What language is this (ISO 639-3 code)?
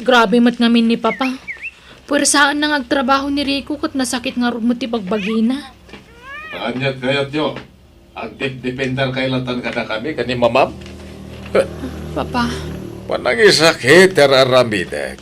ilo